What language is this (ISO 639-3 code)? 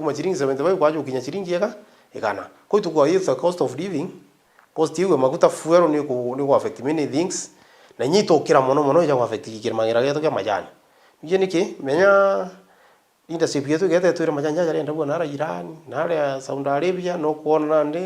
mer